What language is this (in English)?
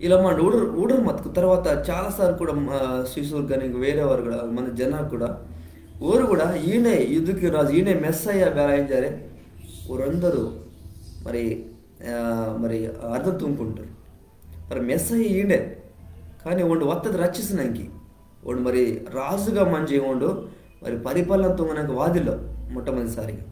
Koya